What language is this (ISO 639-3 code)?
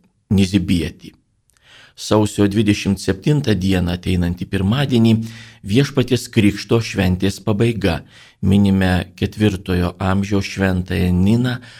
lit